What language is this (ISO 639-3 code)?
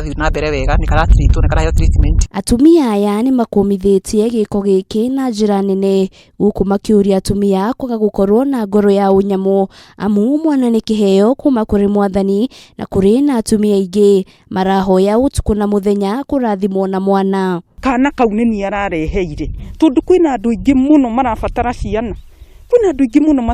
kik